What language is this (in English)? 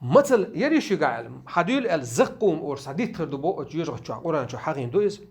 Chechen